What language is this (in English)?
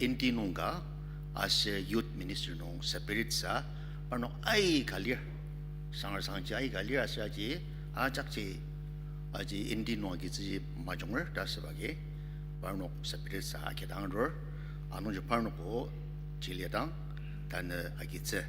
Ao Naga